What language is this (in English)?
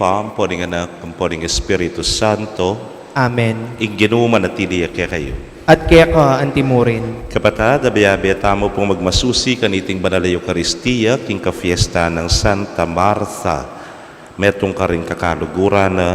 Pampanga